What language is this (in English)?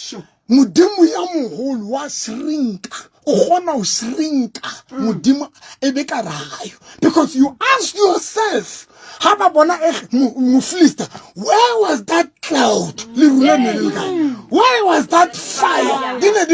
Southern Sotho